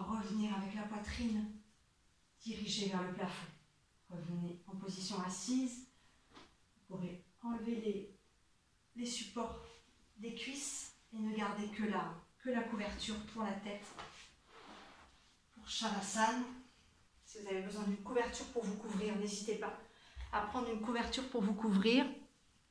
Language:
French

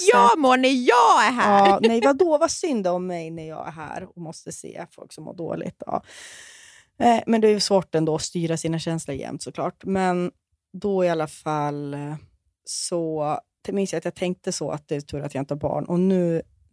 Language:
Swedish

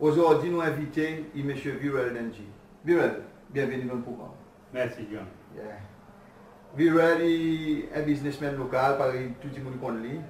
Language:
Seselwa Creole French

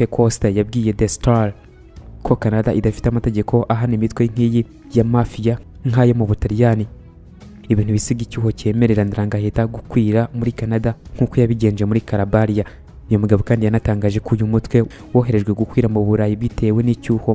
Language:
Kinyarwanda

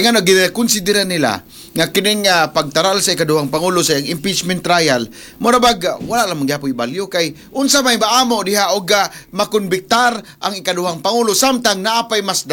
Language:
Cebuano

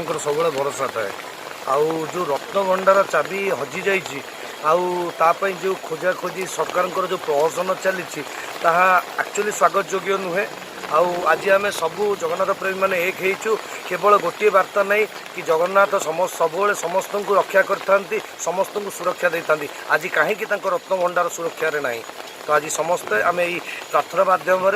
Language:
Odia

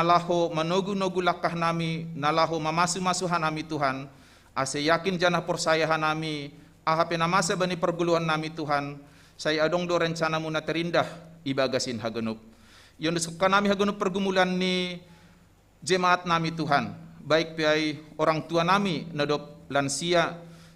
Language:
Batak Simalungun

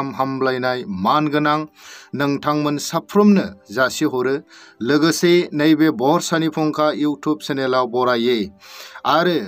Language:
Bodo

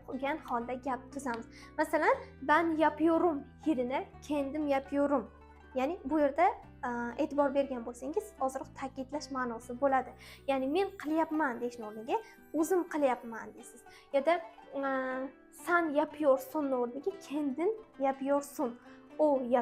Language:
Uzbek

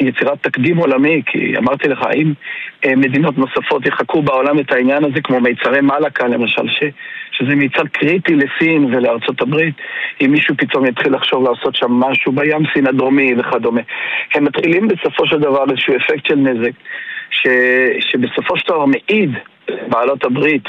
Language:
Hebrew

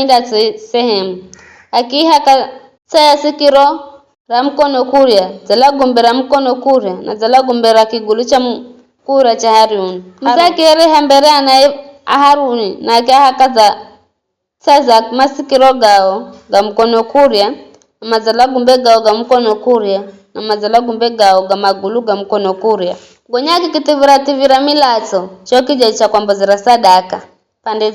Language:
Giryama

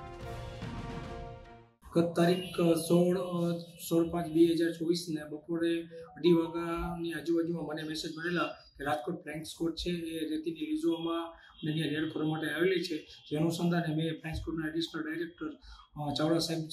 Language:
Gujarati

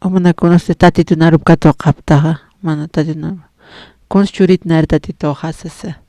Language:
Aymara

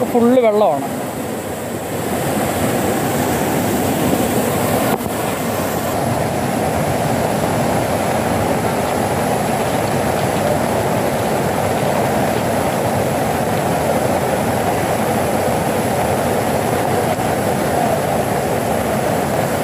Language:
Malayalam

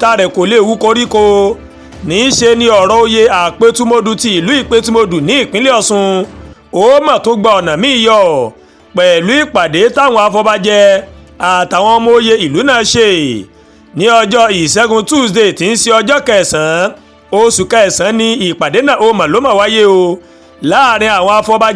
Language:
Yoruba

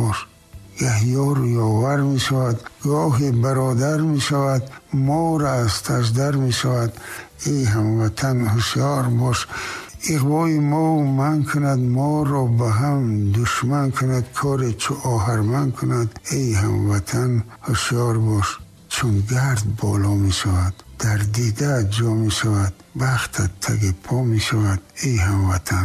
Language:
Tajik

